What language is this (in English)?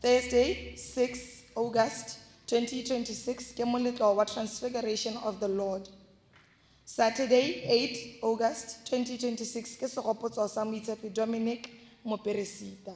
Tswana